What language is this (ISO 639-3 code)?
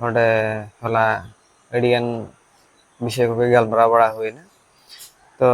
sat